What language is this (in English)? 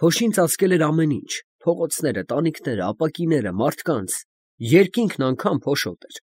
Armenian